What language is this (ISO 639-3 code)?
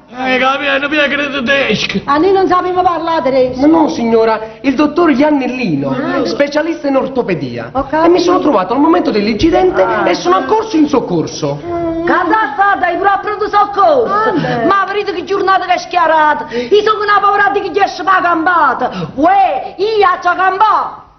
nap